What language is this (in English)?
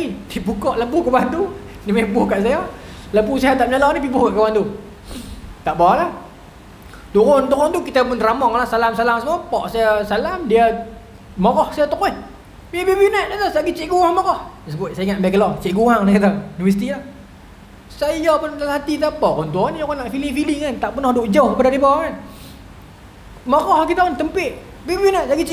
Malay